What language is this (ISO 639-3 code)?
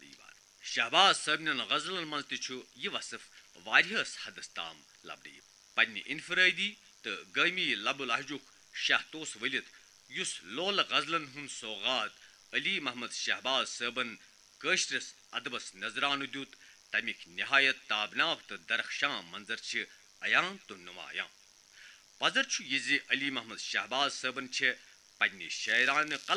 kas